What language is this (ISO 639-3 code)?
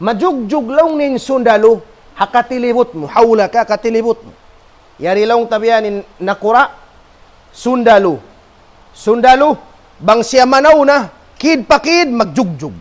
tsg